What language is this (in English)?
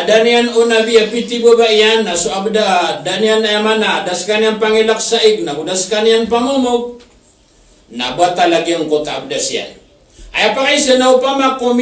Maranao